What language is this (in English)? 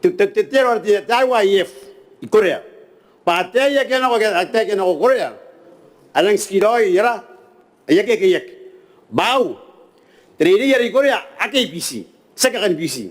Gilbertese